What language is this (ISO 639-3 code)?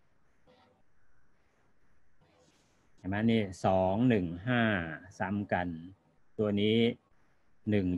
tha